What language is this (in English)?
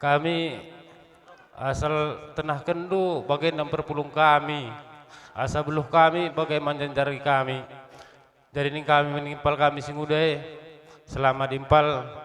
Batak Karo